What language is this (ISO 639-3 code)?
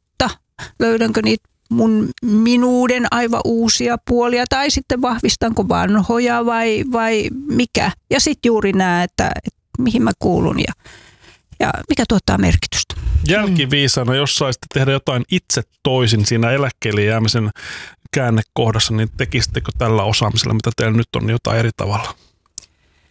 fin